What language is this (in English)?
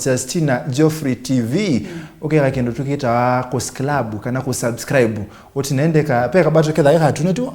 Kamba